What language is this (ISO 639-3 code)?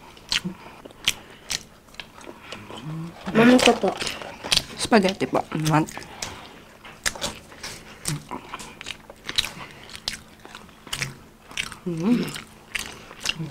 fil